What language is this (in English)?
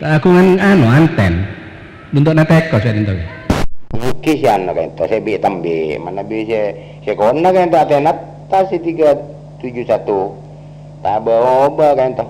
Madurese